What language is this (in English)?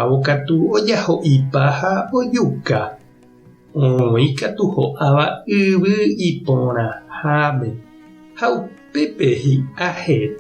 Guarani